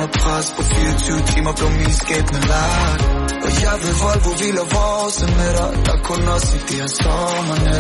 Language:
Danish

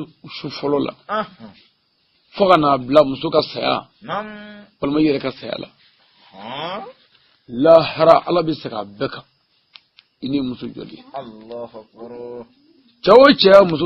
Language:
Bambara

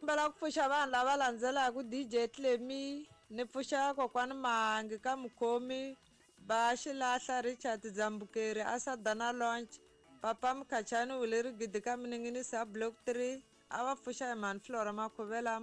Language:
Tsonga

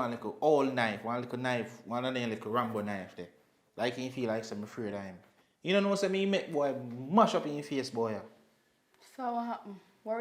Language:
Jamaican Creole English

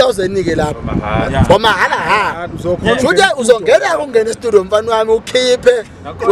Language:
Zulu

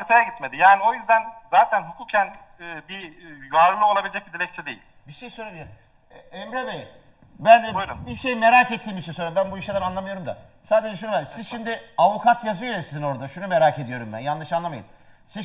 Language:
Turkish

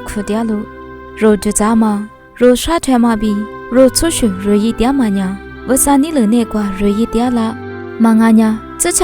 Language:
Lisu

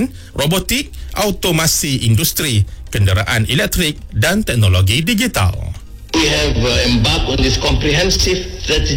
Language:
Malay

